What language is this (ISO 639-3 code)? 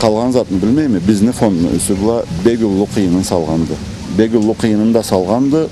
krc